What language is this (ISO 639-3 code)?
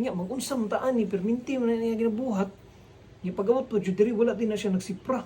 ceb